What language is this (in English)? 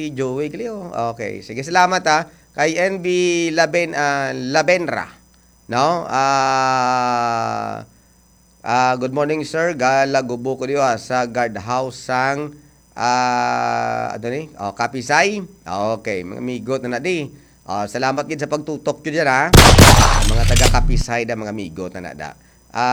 Hiligaynon